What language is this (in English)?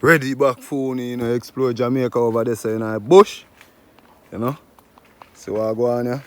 Jamaican Creole English